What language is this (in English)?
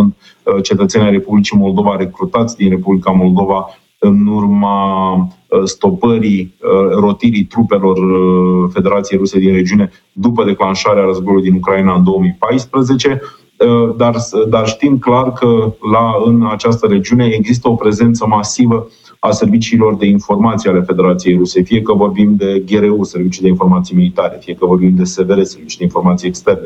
Romanian